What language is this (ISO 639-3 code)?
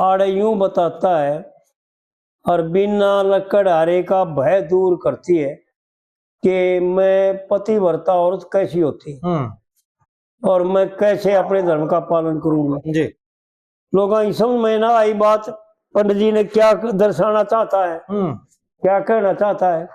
bgc